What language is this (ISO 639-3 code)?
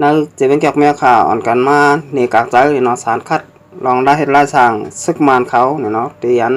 shn